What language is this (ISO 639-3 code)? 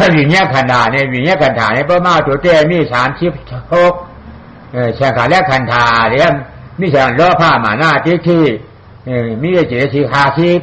shn